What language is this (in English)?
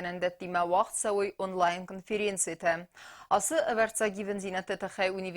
Ossetic